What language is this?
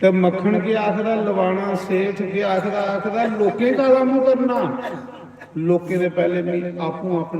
Dogri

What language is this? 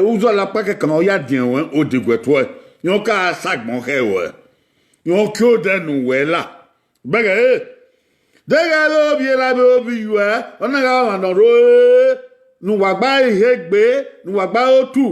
Bini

